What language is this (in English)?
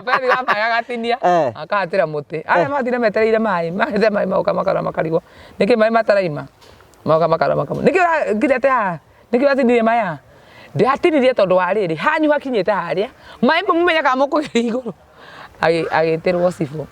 Kikuyu